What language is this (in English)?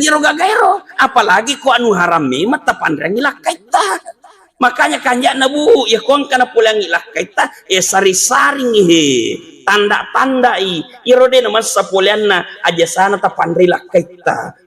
Buginese